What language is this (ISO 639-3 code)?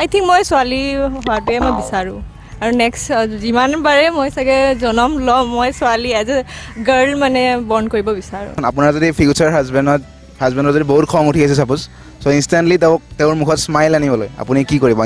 asm